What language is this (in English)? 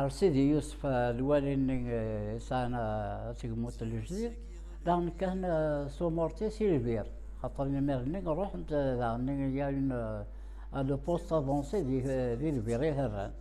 Kabyle